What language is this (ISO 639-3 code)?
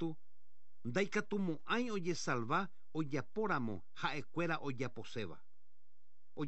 grn